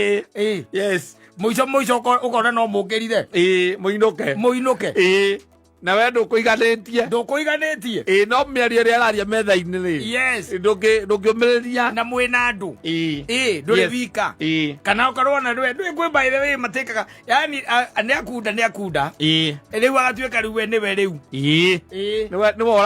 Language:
Kikuyu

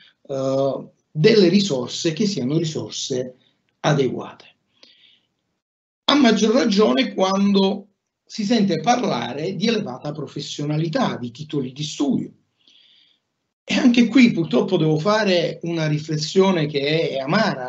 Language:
Italian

